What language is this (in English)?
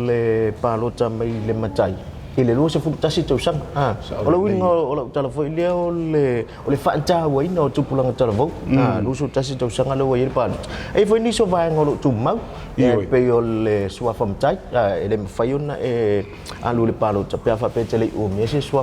Samoan